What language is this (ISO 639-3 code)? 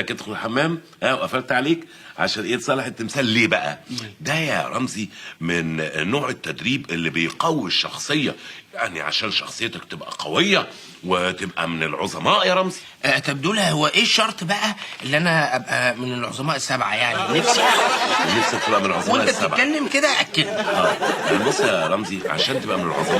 arz